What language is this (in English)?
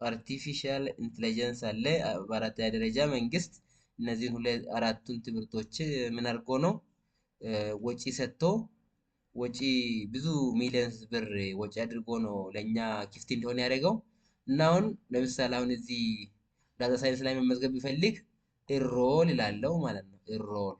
Amharic